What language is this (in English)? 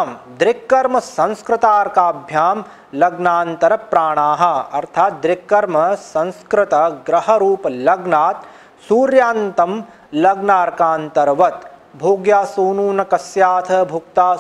Sanskrit